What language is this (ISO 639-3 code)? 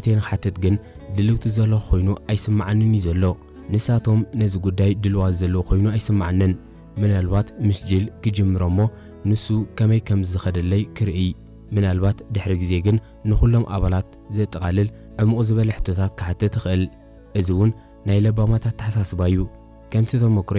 tir